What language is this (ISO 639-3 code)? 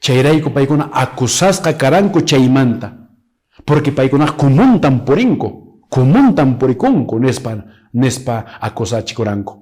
que